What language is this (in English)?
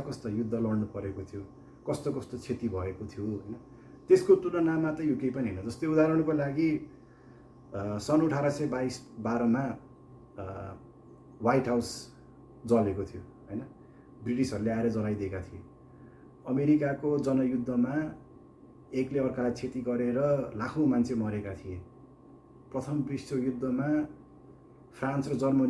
Nepali